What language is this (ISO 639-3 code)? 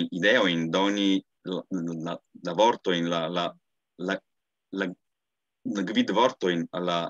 epo